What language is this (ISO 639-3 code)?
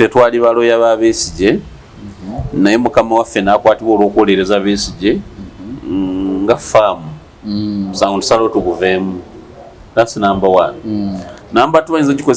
lug